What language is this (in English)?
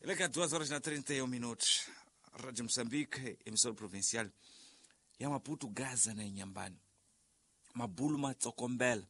Tsonga